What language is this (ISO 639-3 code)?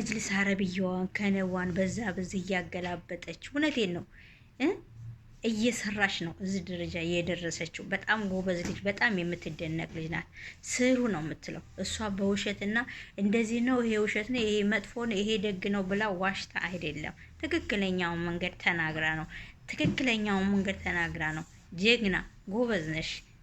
amh